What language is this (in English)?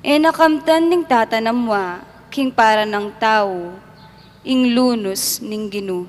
Pampanga